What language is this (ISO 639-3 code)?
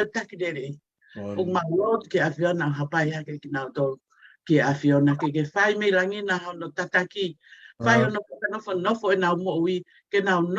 ton